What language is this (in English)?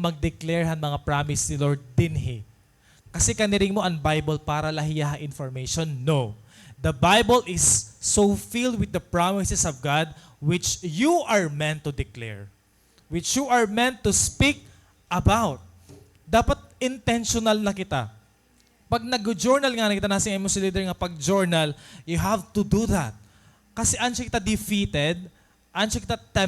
Waray